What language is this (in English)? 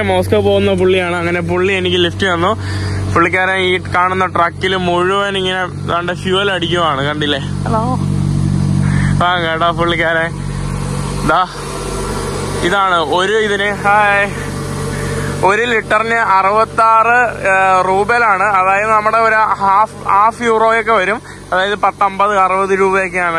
Malayalam